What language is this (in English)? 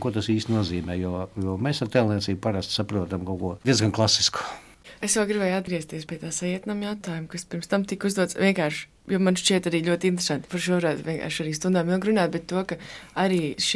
Latvian